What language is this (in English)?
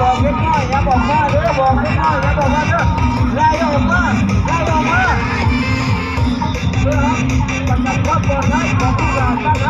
Lao